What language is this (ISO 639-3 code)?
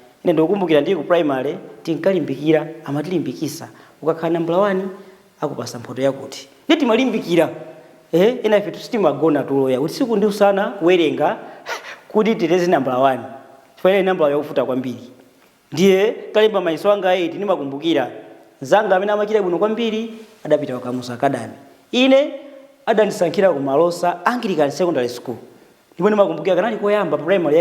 nya